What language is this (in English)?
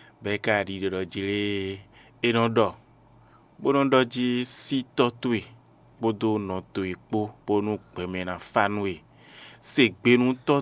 Fon